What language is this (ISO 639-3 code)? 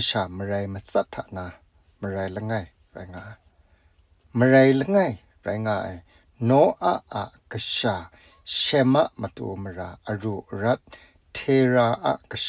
kac